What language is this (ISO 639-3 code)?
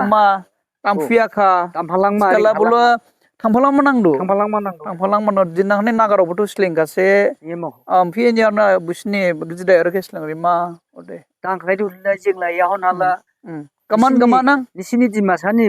dis